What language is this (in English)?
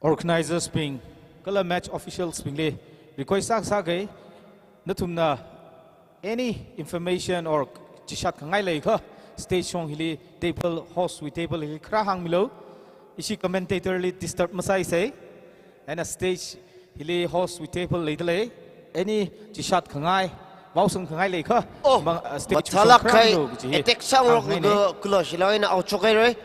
Tangkhul Naga (India)